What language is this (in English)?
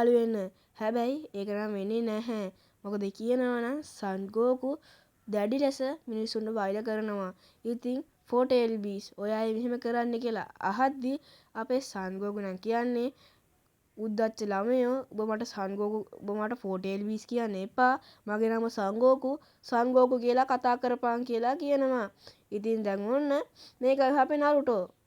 Sinhala